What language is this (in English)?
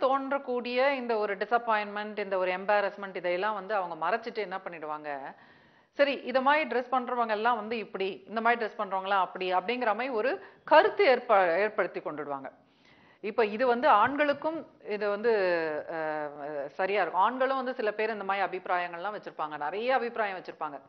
Tamil